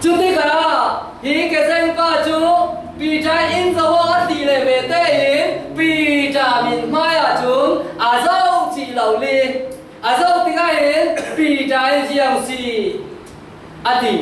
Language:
Falam Chin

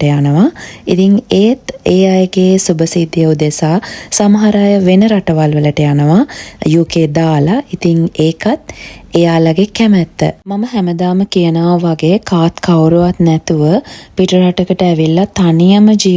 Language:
Sinhala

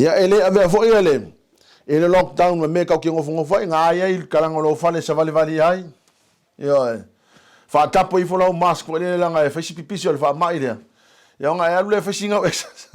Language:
Samoan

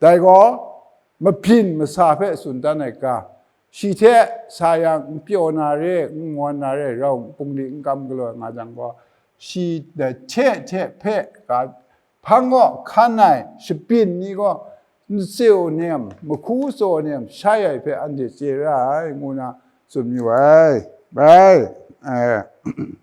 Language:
Kachin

